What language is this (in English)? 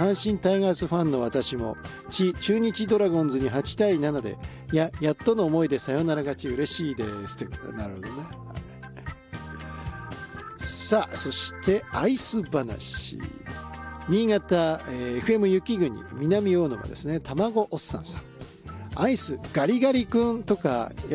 Japanese